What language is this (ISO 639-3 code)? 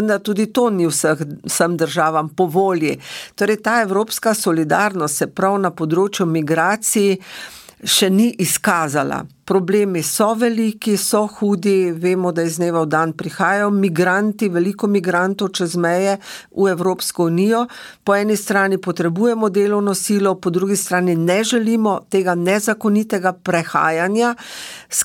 slv